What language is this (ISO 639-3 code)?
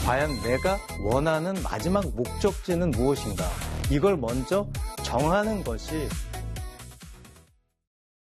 kor